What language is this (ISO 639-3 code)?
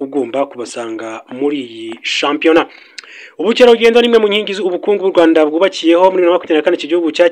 kin